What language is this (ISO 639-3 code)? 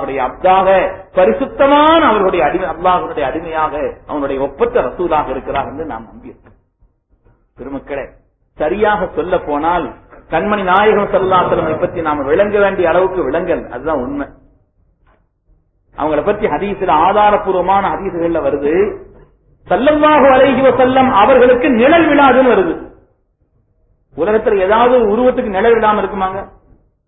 tam